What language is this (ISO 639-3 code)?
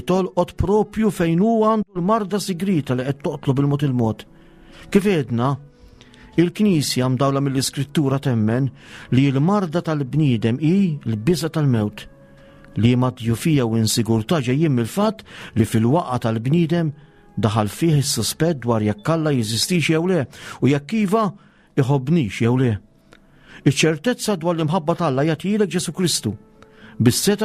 mlt